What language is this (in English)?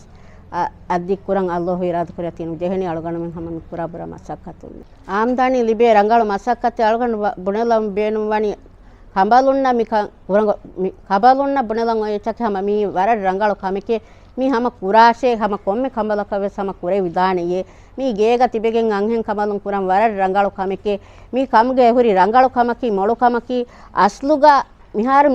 Divehi